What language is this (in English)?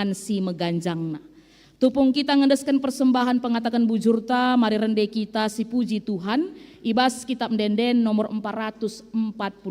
Batak Karo